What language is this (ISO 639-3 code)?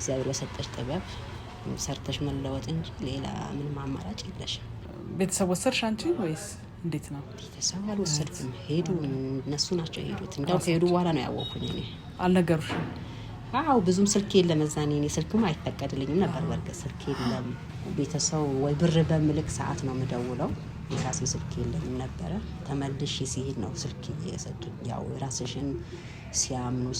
amh